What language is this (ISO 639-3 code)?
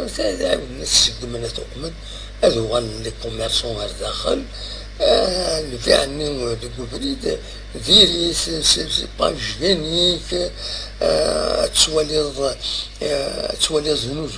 kab